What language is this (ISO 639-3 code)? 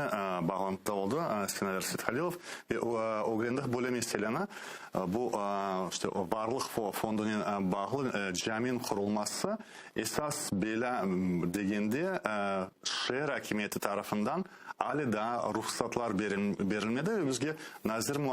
crh